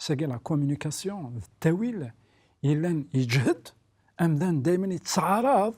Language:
Kabyle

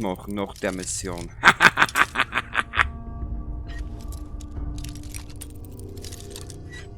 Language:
Bavarian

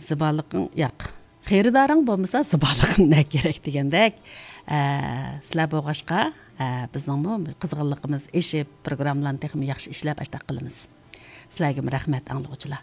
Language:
Uyghur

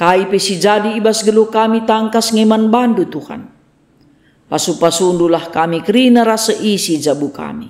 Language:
Batak Karo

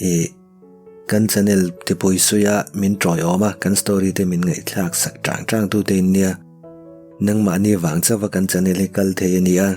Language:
Mizo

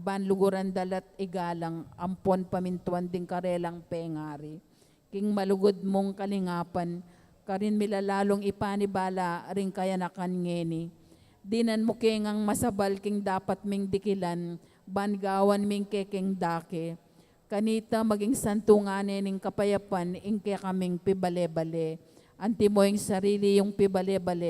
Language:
Pampanga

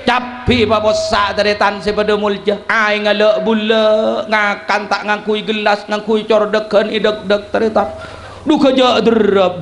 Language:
Madurese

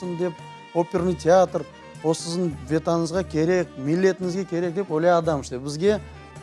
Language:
Crimean Tatar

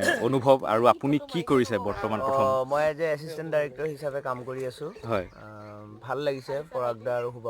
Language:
Assamese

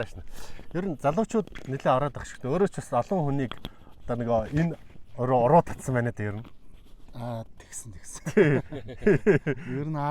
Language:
Mongolian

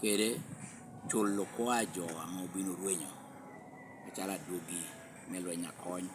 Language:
Lango (Uganda)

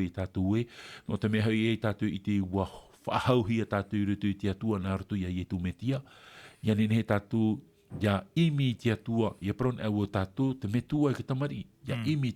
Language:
Tahitian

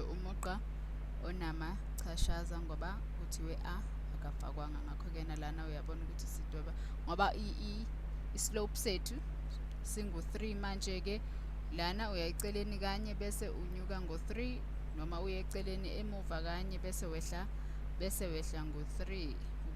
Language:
Zulu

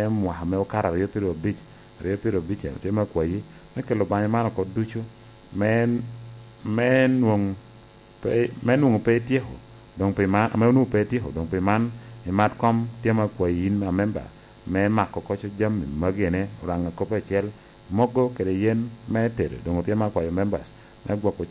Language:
Lango (Uganda)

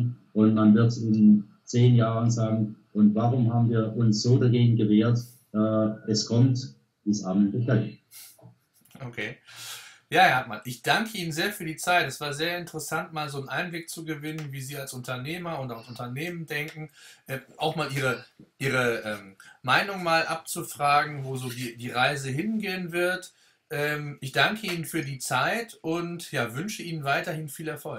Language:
German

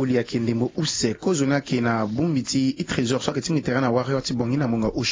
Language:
Sango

